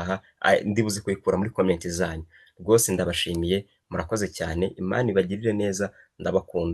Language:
Kinyarwanda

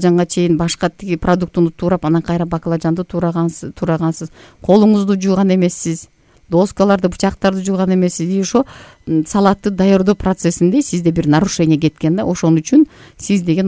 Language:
Kyrgyz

